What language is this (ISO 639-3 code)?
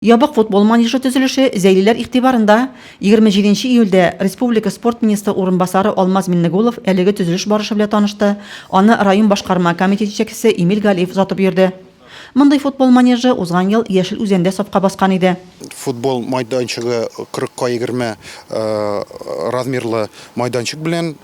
tat